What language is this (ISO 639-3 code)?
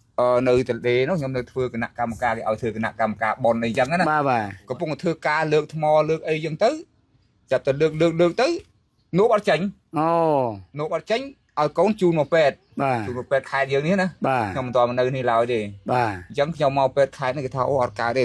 khm